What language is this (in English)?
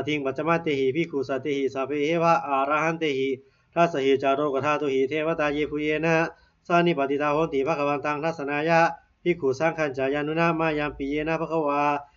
Pali